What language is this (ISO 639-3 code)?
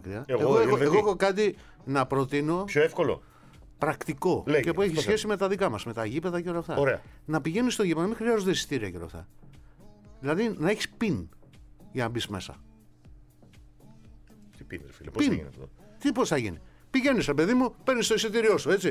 ell